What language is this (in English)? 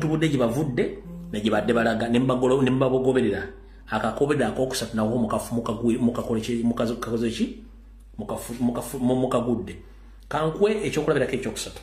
Ganda